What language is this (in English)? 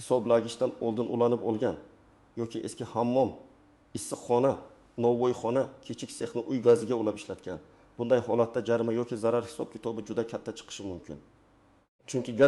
Uzbek